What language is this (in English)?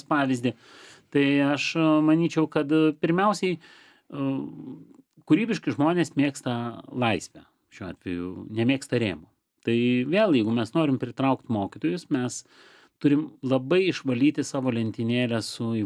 Lithuanian